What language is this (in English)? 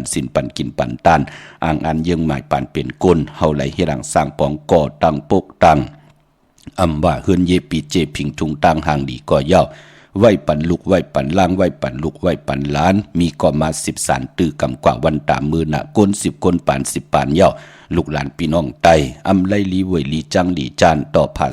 Shan